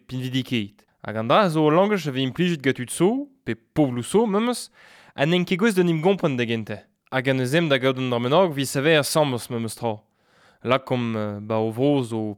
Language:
Breton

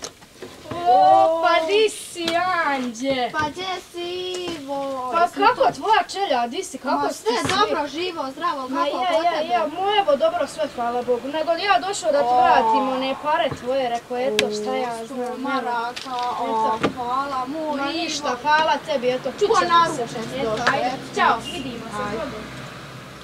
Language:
Bosnian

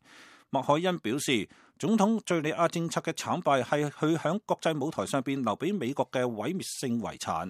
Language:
Cantonese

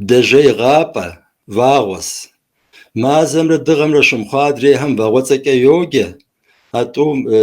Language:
Kabardian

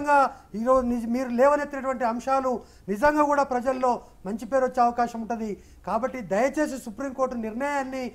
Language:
Telugu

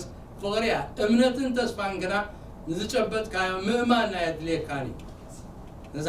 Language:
Tigrinya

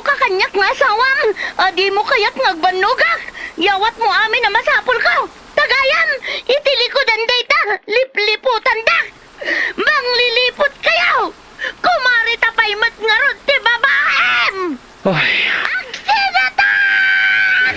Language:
Iloko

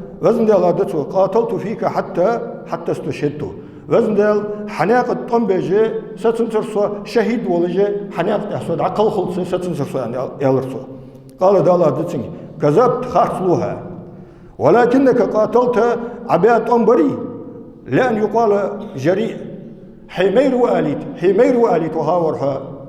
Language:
Ingush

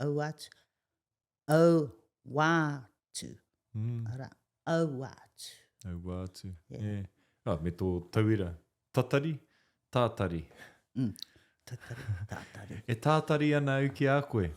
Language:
Māori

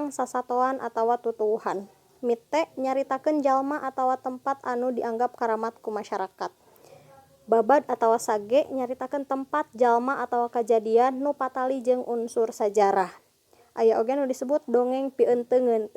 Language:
Sundanese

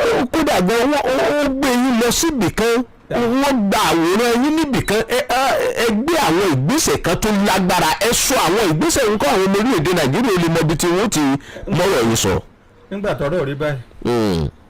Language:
Yoruba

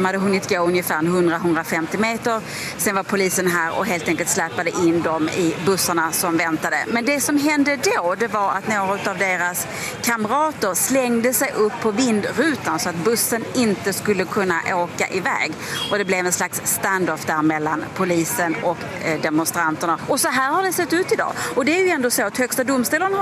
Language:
Swedish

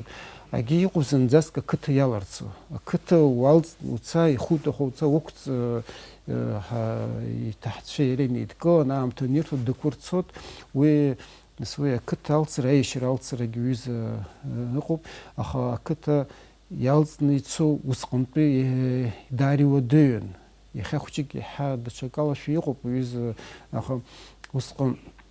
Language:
Abkhazian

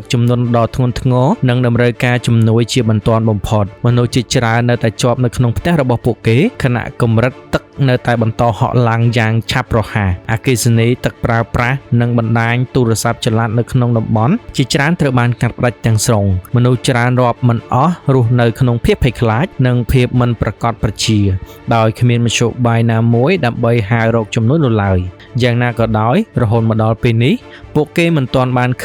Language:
Khmer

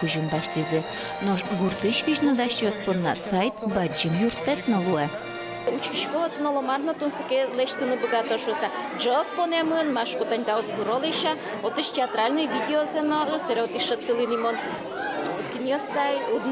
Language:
Udmurt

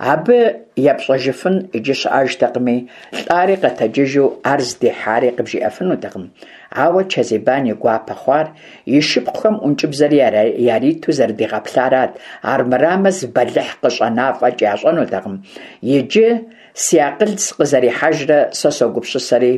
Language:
Kabardian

